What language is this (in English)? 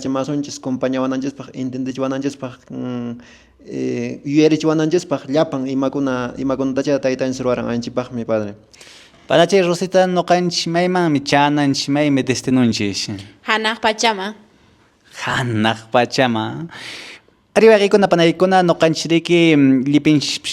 Quechua